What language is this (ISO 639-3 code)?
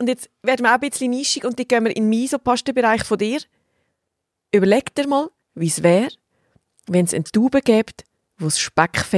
deu